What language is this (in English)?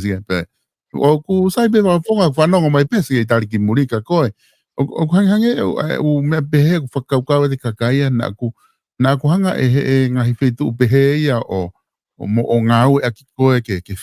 Tongan